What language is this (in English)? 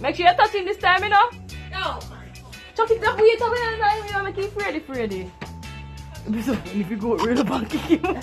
Jamaican Creole English